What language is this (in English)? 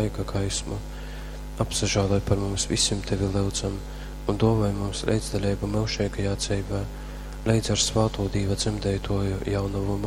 Latgalian